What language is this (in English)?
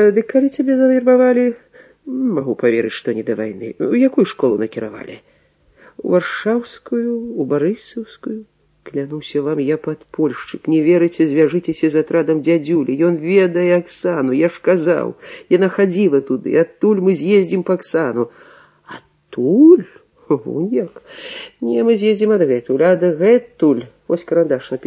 Belarusian